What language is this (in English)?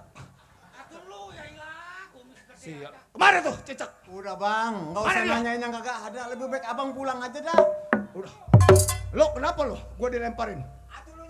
Betawi